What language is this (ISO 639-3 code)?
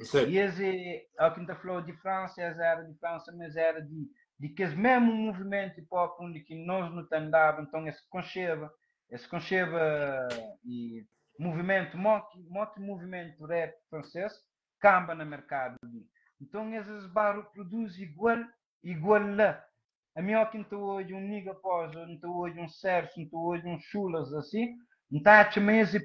kea